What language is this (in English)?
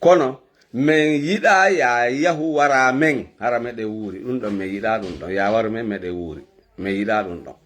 Fula